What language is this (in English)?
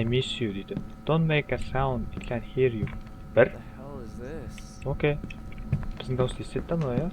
Kara-Kalpak